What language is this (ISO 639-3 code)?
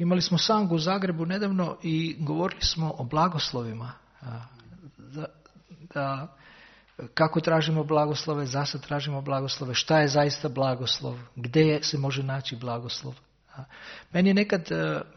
srp